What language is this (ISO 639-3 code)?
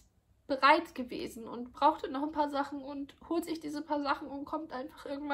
deu